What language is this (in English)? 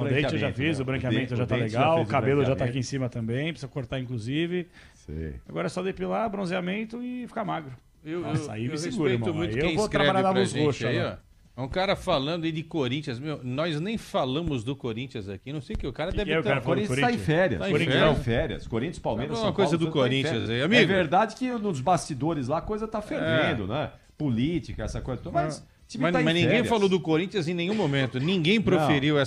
Portuguese